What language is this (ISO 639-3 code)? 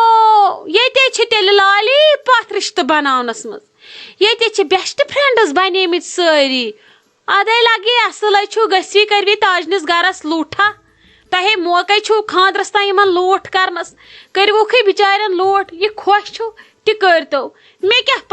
kas